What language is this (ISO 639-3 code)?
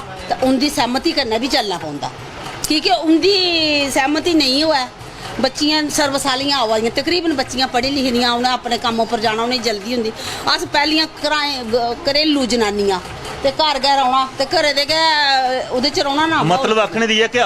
doi